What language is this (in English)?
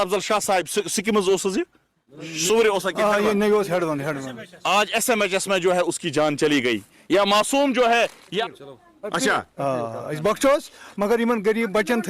Kashmiri